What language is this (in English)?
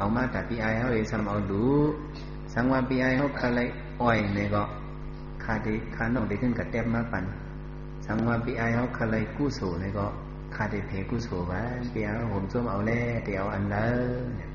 Shan